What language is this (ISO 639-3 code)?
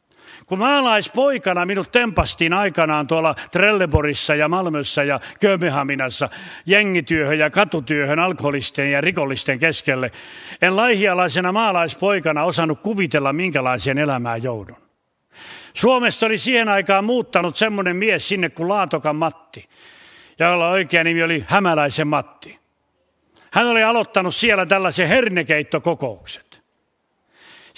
fin